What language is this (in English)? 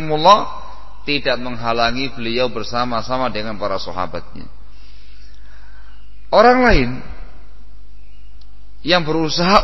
Indonesian